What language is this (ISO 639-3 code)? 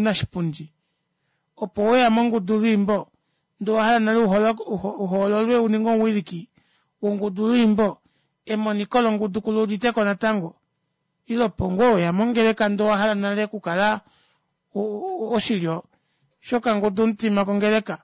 kua